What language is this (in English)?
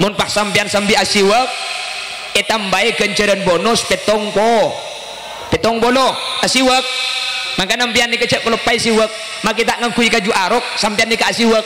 Madurese